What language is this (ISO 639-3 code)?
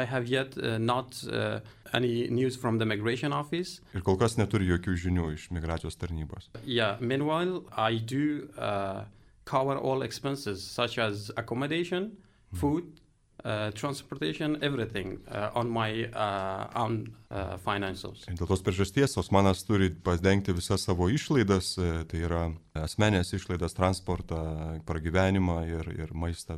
lit